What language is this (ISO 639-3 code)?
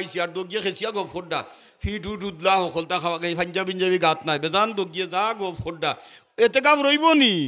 syl